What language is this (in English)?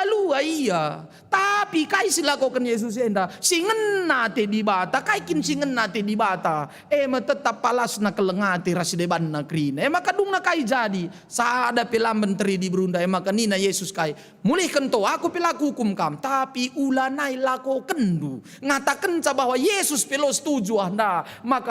Batak Karo